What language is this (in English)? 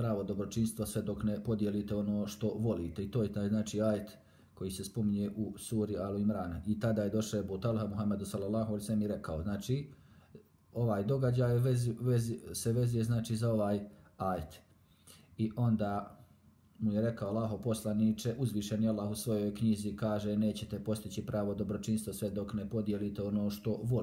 Bosnian